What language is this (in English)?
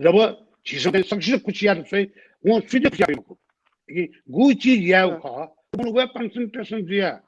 Newari